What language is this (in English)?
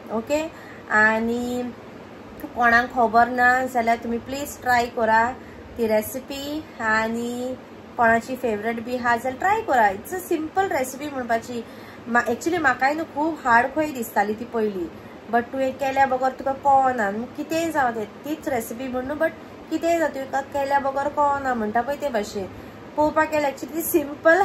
Konkani